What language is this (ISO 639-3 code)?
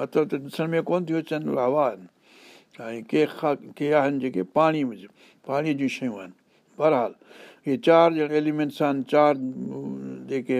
snd